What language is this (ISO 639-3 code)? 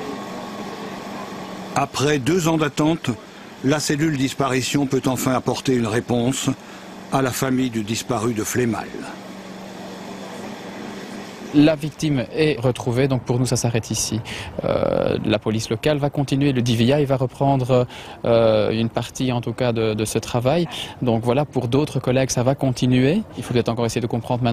fra